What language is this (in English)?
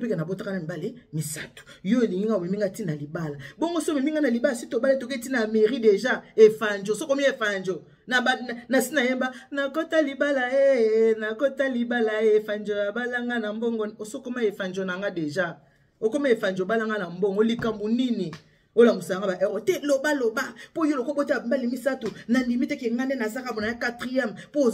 Lingala